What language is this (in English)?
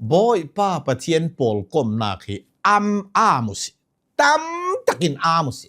Hakha Chin